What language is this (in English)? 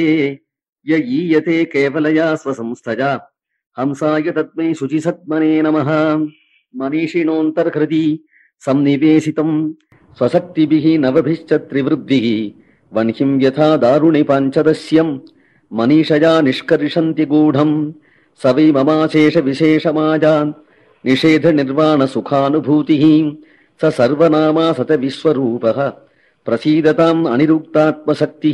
Sanskrit